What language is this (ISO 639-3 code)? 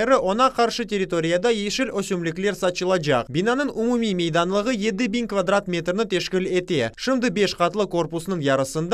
crh